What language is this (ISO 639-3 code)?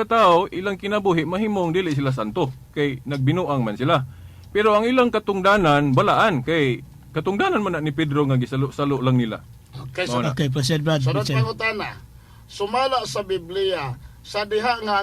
ceb